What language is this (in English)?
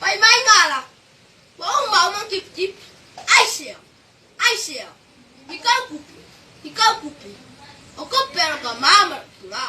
Samoan